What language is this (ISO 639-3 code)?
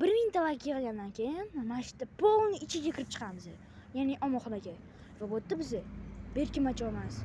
uzb